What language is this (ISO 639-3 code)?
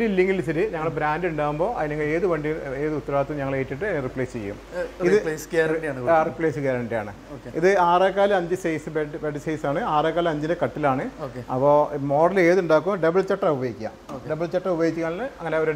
mal